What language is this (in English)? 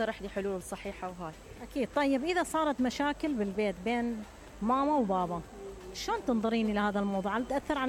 Mesopotamian Arabic